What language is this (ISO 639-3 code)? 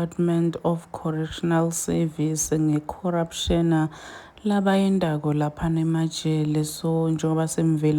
zul